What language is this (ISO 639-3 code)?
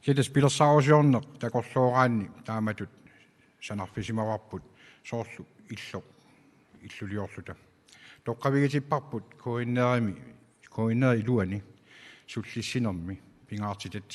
kal